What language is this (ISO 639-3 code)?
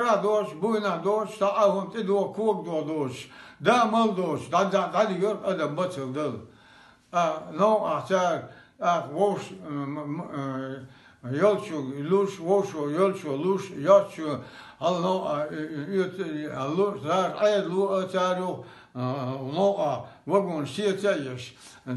che